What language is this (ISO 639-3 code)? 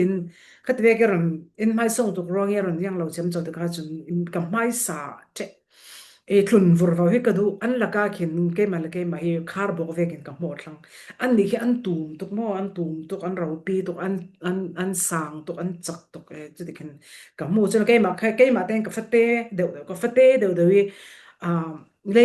cfm